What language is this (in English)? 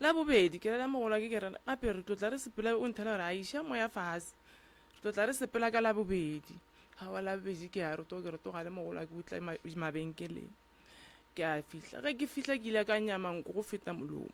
Northern Sotho